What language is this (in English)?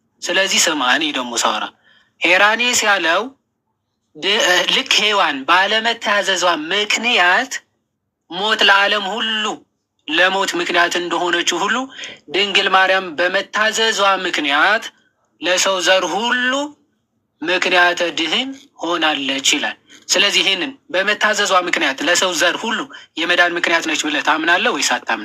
Amharic